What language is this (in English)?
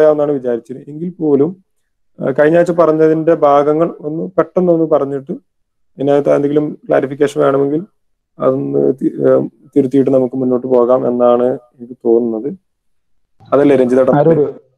Malayalam